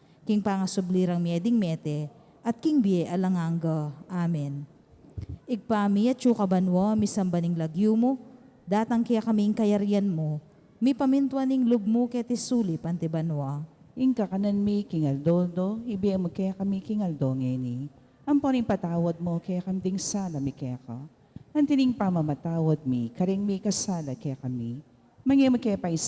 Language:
Pampanga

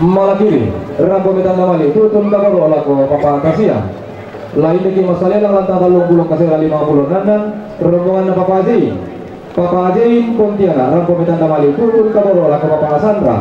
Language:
Toraja-Sa'dan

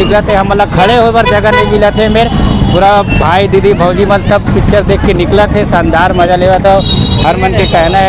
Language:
Chhattisgarhi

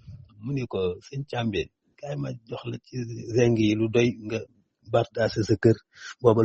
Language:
Wolof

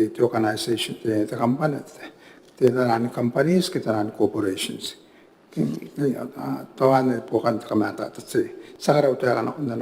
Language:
Gilbertese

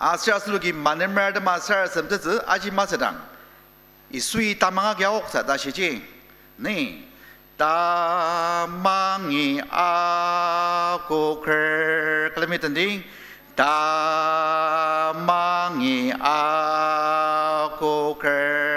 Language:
Ao Naga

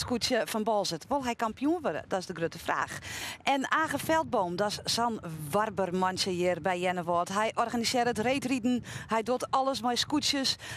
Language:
Western Frisian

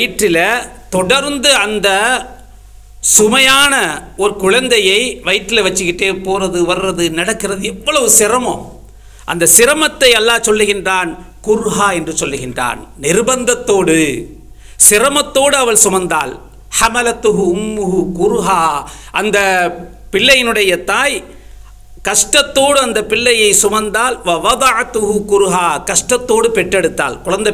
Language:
Tamil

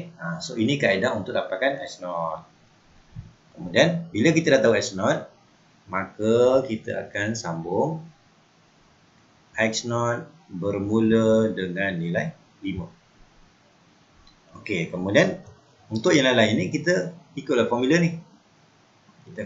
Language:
Malay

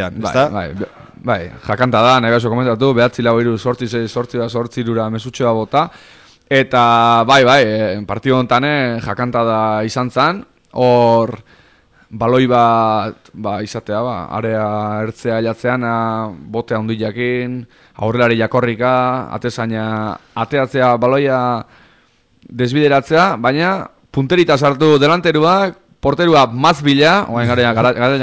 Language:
Basque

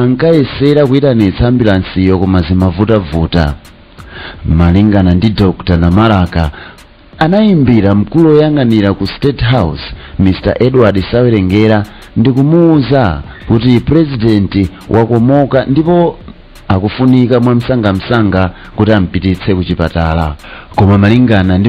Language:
Nyanja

